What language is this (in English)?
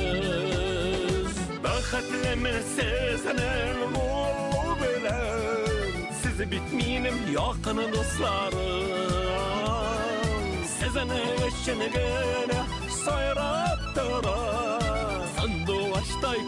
Bashkir